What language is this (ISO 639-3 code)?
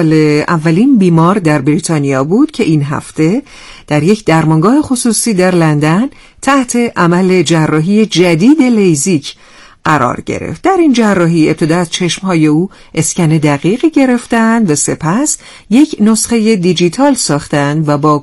fas